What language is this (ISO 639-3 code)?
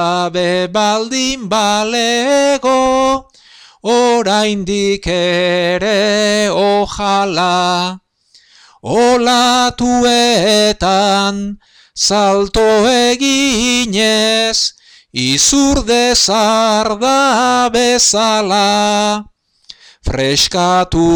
eus